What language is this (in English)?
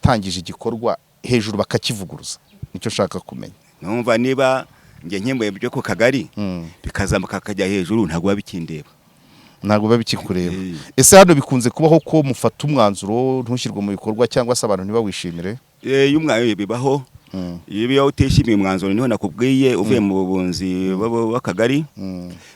Kinyarwanda